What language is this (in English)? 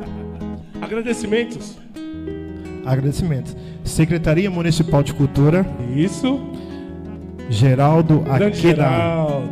Portuguese